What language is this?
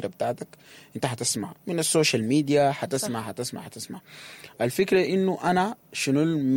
Sudanese Arabic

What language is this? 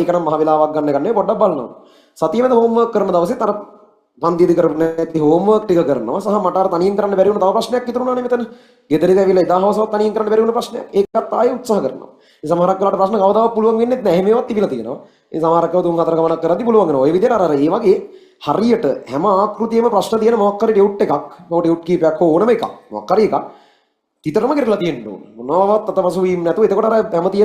Sinhala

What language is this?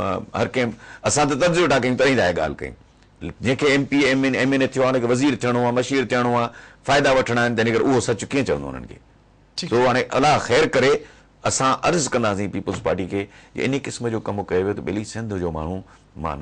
Sindhi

